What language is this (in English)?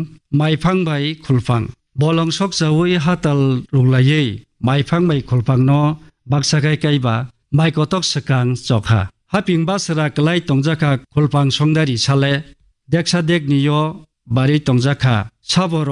Kok Borok